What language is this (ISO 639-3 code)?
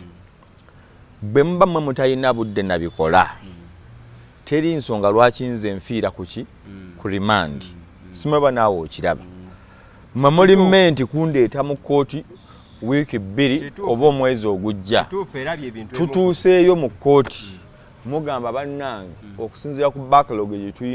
lug